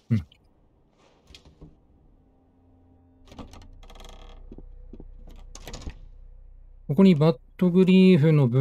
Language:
Japanese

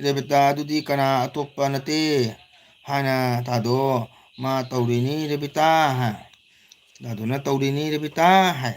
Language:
Manipuri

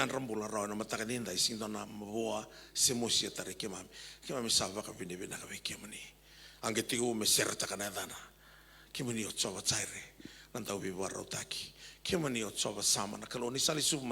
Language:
Fijian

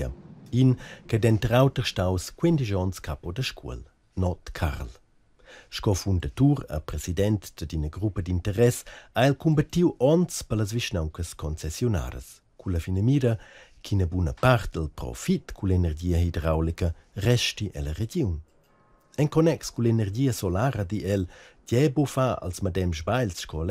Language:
Romansh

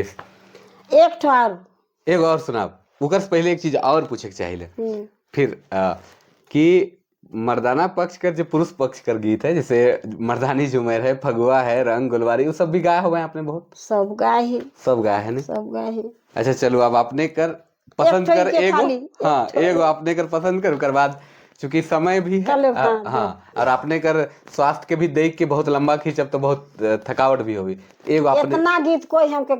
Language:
Sadri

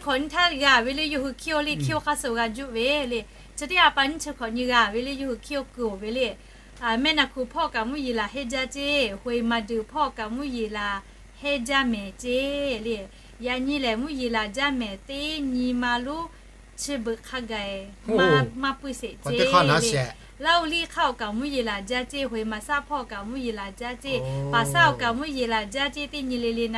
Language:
Lahu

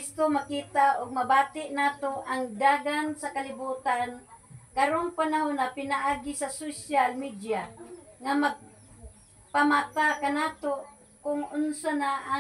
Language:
Cebuano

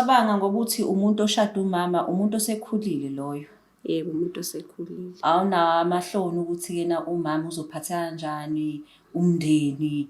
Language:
Zulu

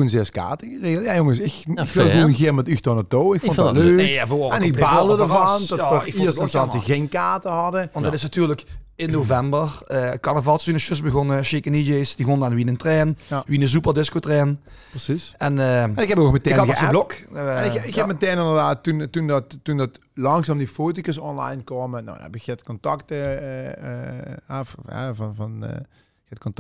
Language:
Limburgish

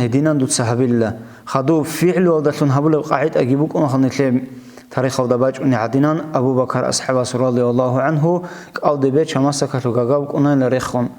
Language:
Avaric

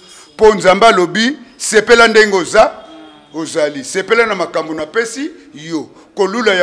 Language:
Lingala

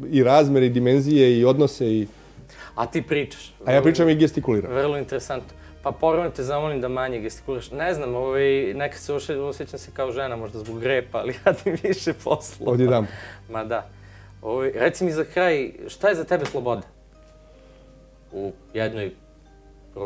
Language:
Bosnian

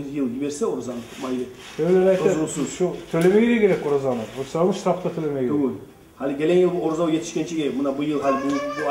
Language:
Kumyk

